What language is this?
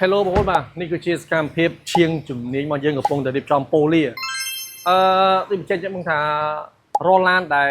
Khmer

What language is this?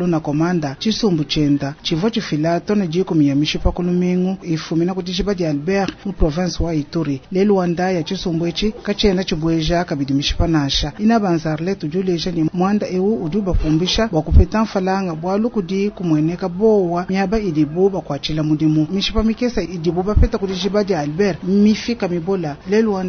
Luba-Lulua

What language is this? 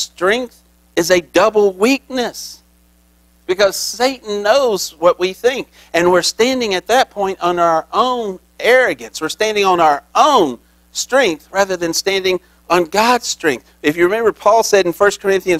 English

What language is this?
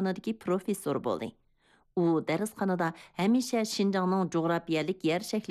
Uyghur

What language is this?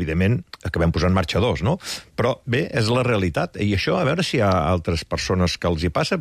Catalan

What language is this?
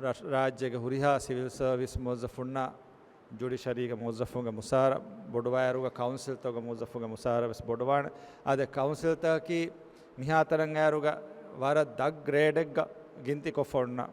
Divehi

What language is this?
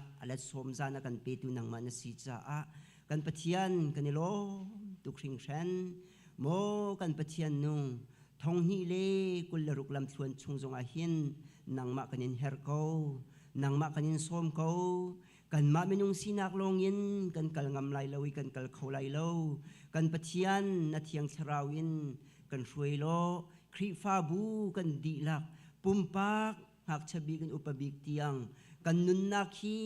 Hakha Chin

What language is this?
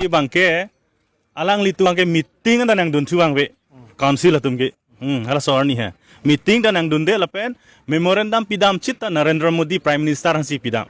Karbi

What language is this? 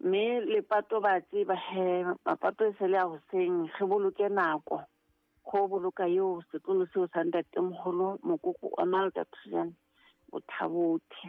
Southern Sotho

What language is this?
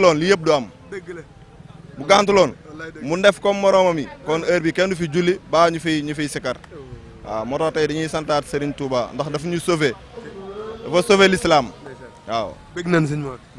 Wolof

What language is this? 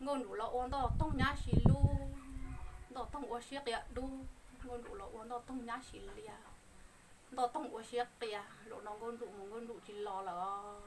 Hmong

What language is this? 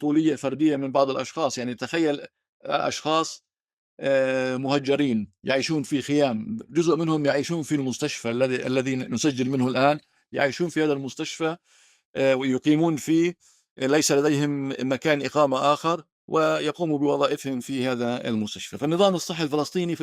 North Levantine Arabic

